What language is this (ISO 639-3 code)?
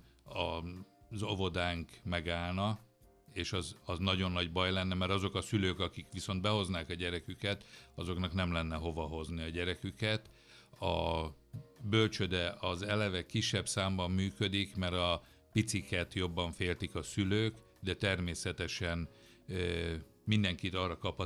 hun